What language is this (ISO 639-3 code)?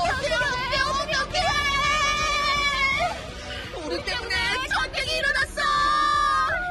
kor